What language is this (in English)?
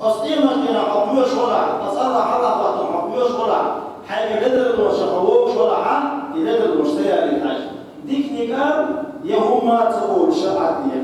Chechen